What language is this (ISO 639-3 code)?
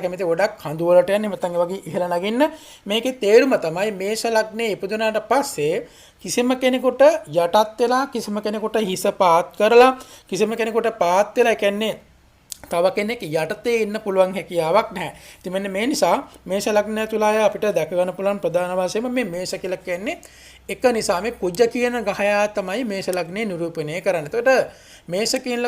sin